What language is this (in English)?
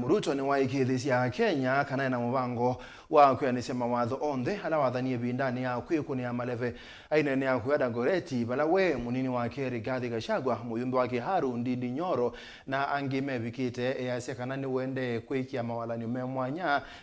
Kamba